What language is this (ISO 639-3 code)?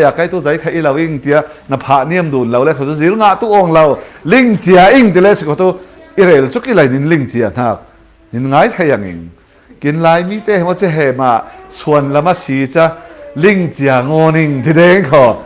cfm